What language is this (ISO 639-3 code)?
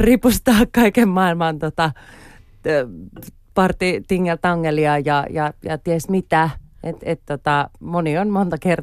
fin